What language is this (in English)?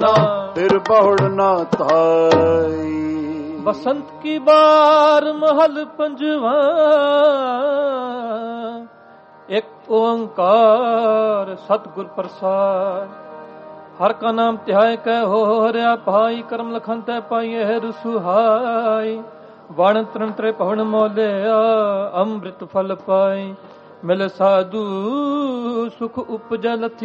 Punjabi